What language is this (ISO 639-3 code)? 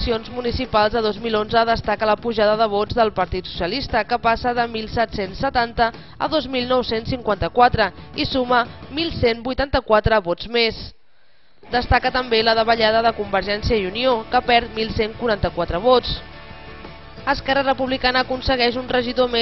cat